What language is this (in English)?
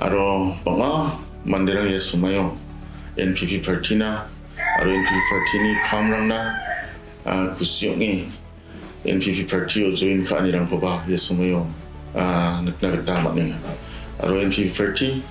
Garo